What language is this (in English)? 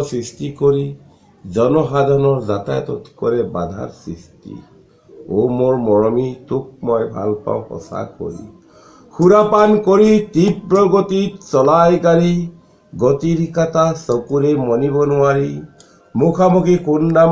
Assamese